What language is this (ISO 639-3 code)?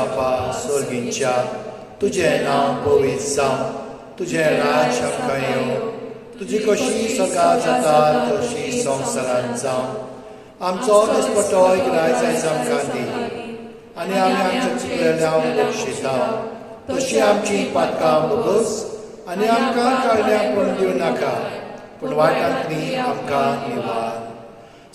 kok